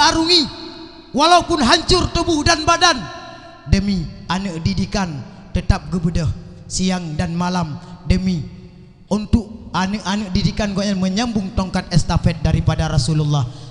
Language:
Achinese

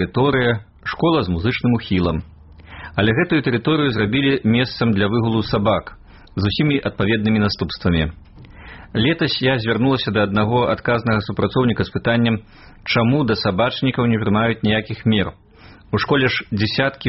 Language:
Belarusian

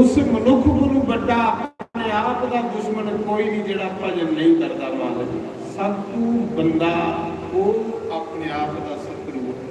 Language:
Dogri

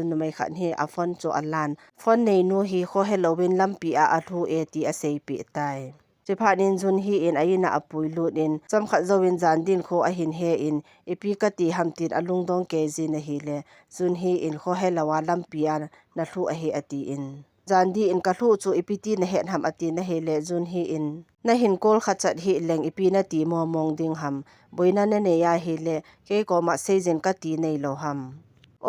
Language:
Thado Chin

